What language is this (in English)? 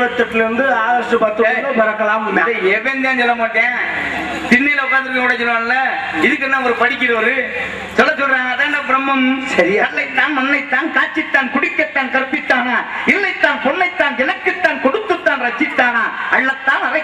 Tamil